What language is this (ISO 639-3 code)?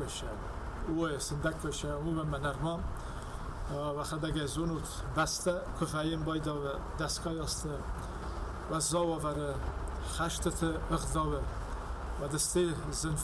oss